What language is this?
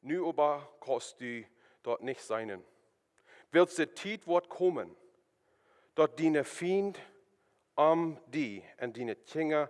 Plautdietsch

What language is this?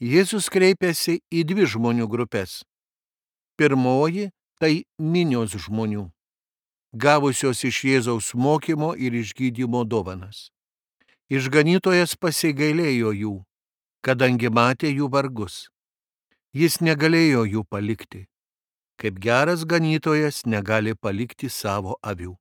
Lithuanian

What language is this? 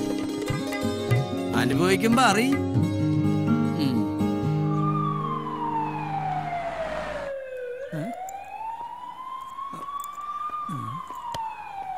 Malayalam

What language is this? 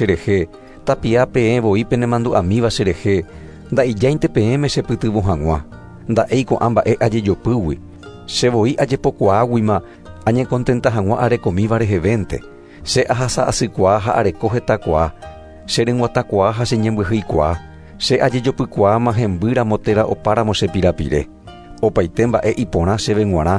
Guarani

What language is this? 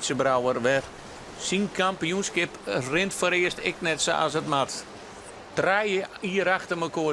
Western Frisian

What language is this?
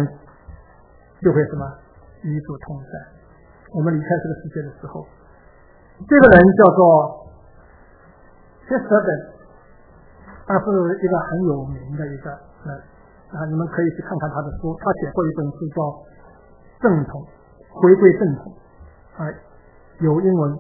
Chinese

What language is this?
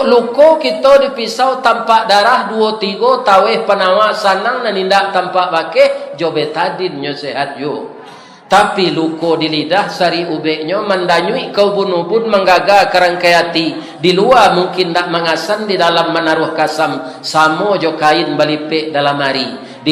Minangkabau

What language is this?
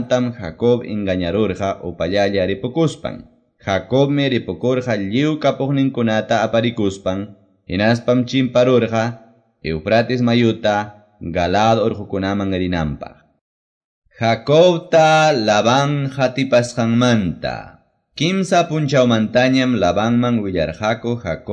Quechua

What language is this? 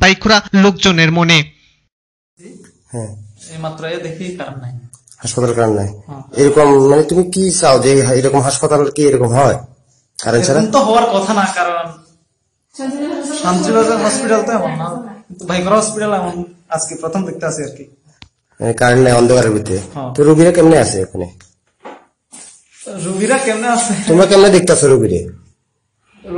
Bangla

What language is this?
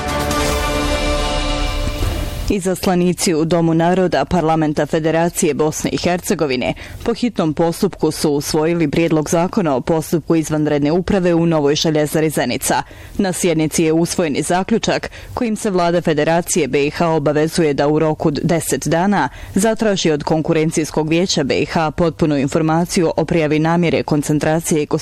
Bosnian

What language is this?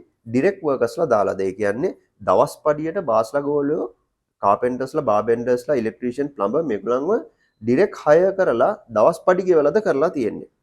Sinhala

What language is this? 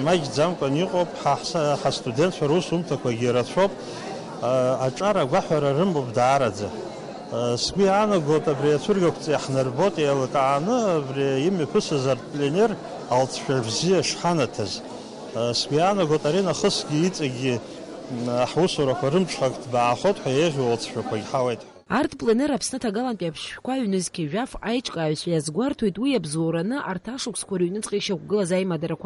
Abkhazian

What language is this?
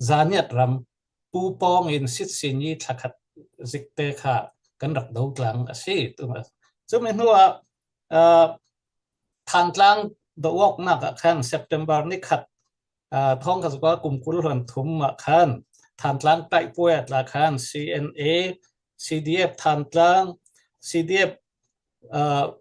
Falam Chin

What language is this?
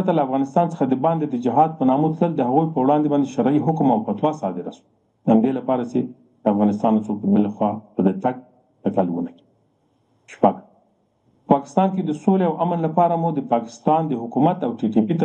Pashto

